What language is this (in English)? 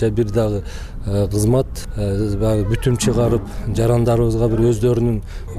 Kyrgyz